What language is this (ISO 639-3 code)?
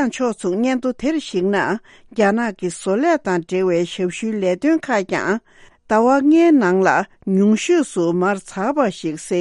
bod